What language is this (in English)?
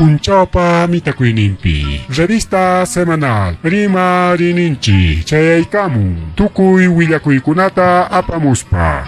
Ayacucho Quechua